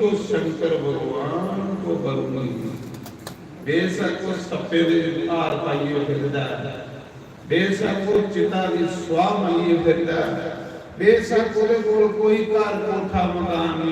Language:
Dogri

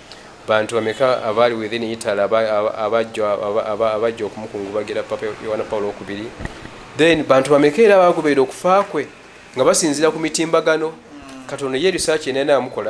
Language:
Ganda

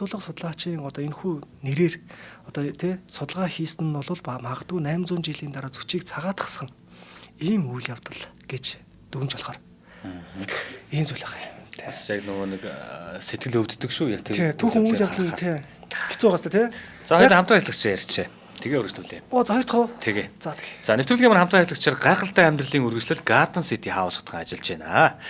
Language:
Mongolian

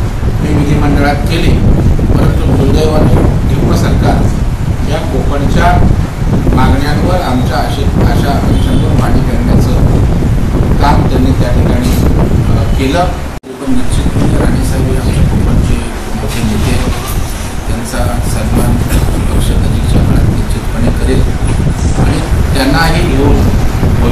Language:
Marathi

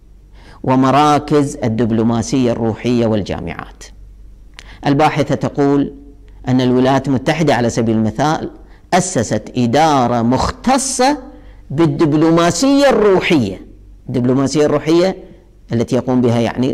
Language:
Arabic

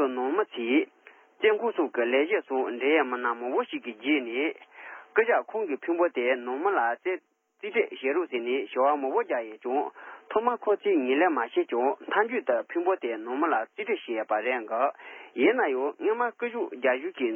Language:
Tibetan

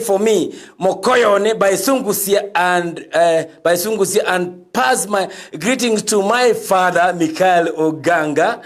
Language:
Gusii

